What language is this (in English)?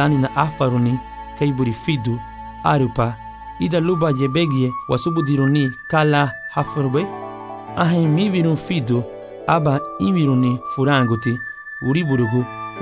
Garifuna